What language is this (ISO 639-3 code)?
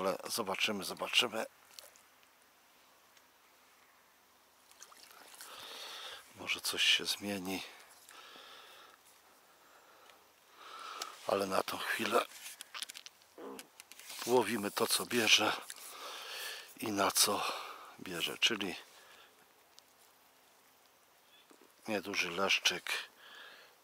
pol